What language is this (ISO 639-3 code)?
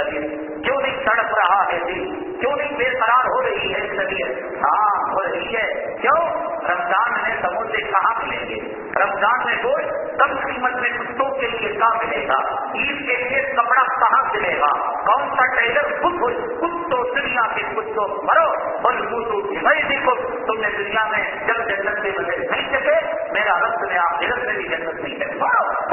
urd